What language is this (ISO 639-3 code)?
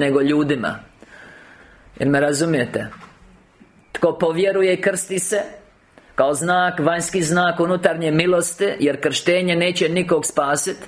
hrv